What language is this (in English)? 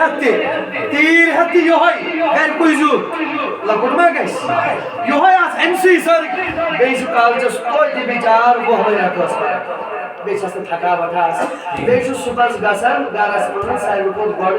Kashmiri